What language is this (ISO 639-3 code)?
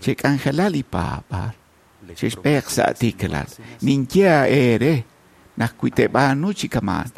kek